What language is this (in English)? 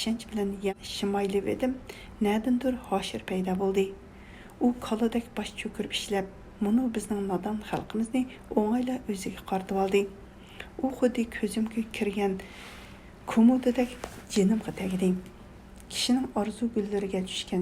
Uyghur